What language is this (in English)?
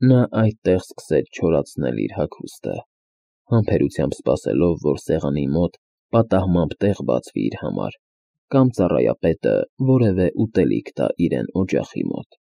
Armenian